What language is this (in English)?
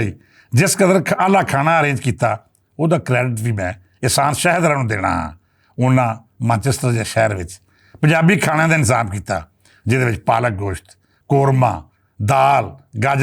Western Panjabi